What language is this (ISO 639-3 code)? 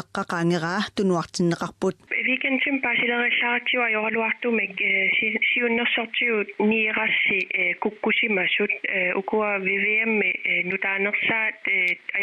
kal